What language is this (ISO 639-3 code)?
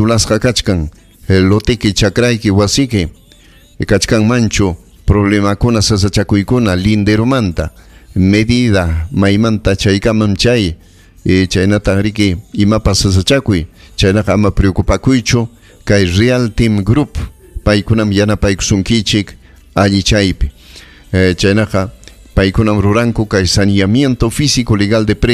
quy